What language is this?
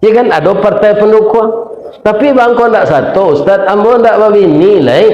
Minangkabau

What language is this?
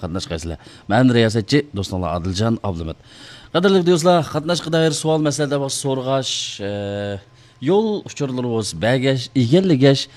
Uyghur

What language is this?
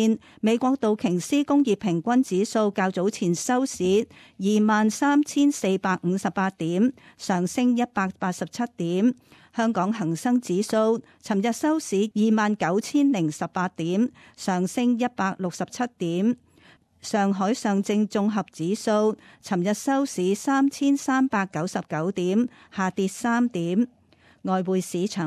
Cantonese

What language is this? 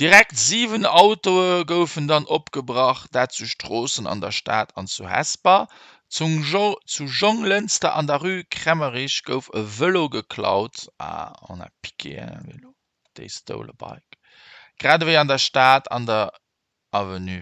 Luxembourgish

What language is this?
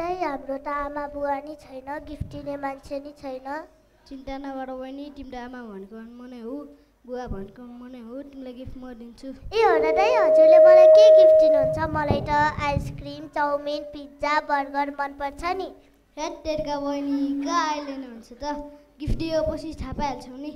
Nepali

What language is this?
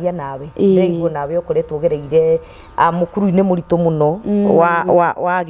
Kikuyu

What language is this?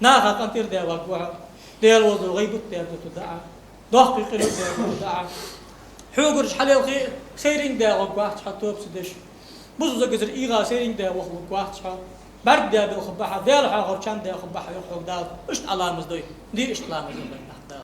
Ingush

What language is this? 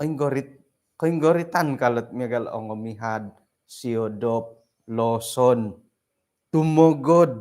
Central Dusun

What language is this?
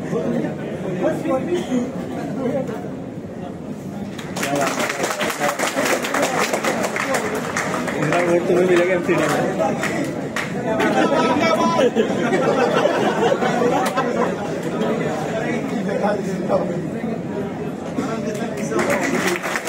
Hindi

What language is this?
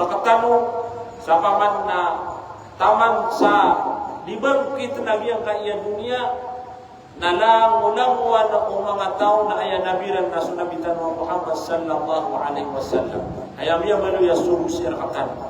Maranao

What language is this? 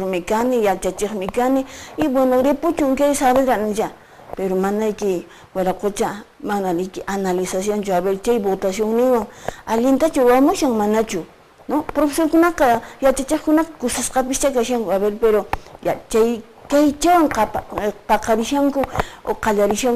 Quechua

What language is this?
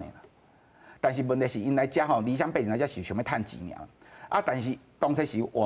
Min Nan Chinese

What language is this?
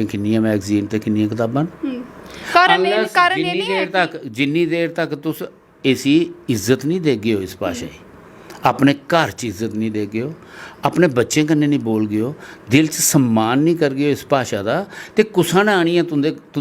Dogri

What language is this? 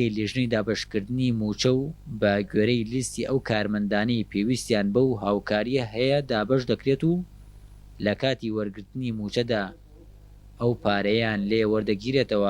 Central Kurdish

